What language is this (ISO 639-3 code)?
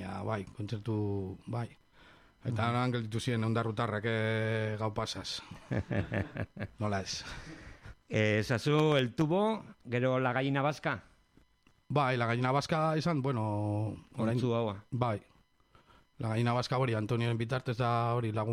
eus